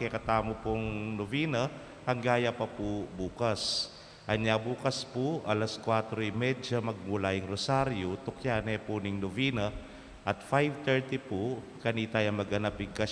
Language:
Pampanga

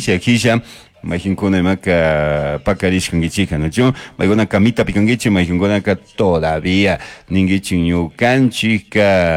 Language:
Chimborazo Highland Quichua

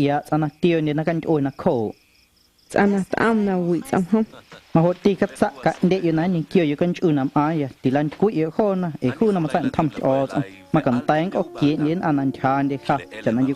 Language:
Guerrero Amuzgo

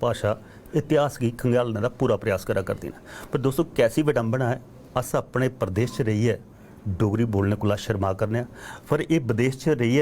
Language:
Dogri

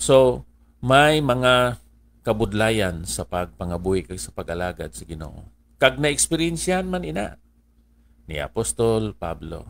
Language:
Hiligaynon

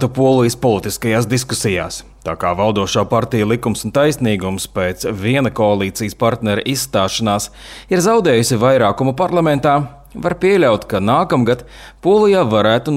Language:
Latvian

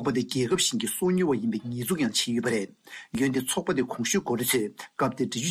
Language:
Tibetan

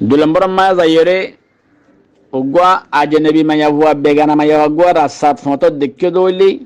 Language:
Rohingya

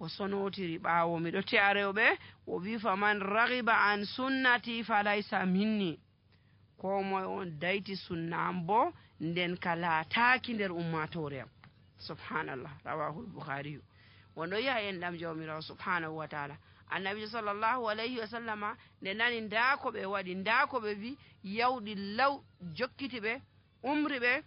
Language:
Nigerian Fulfulde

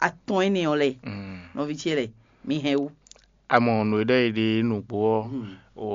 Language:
Fon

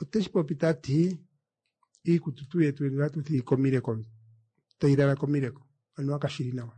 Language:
Kuanyama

